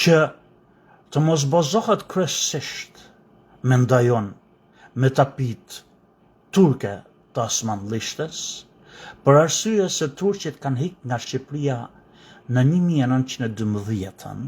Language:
Albanian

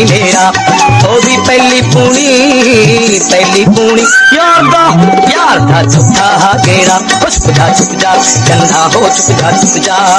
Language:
Punjabi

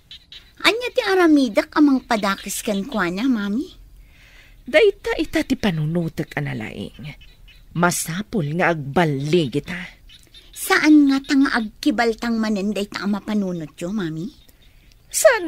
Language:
Iloko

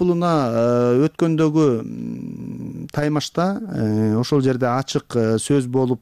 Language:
Kyrgyz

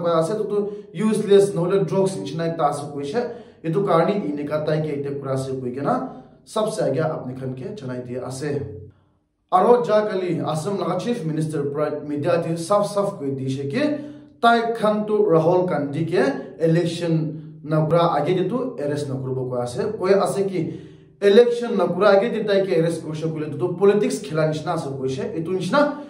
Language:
Naga Pidgin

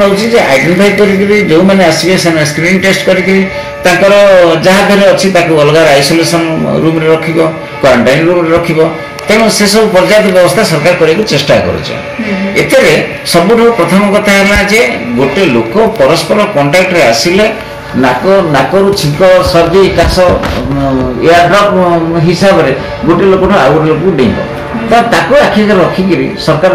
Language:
Odia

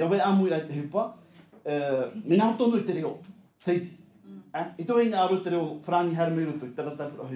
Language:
Tahitian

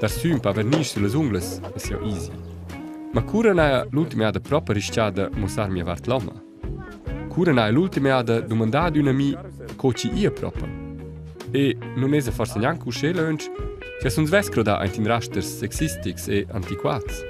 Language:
Romansh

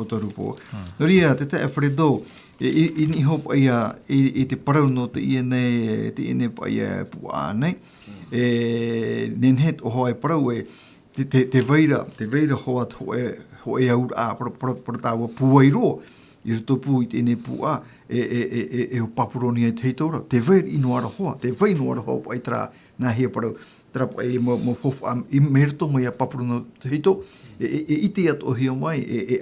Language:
Tahitian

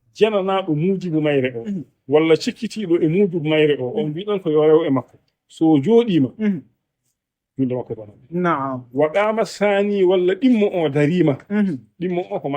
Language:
Fula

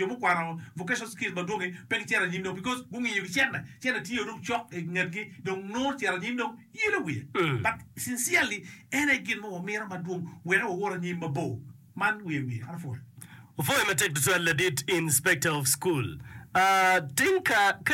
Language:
Acoli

